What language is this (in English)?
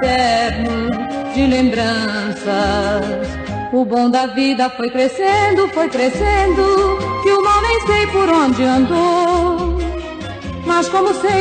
Portuguese